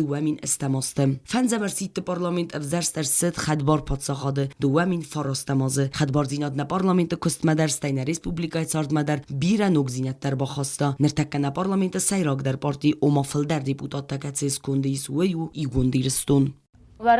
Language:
Ossetic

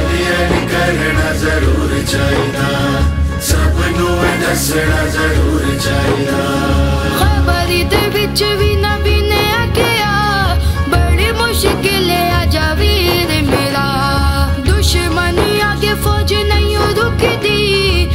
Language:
Western Panjabi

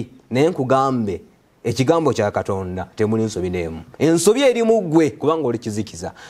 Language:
Ganda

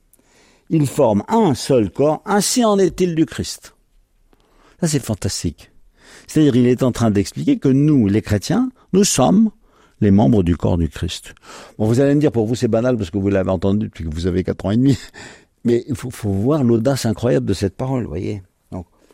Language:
French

